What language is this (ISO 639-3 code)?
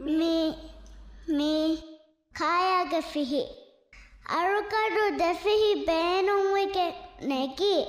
div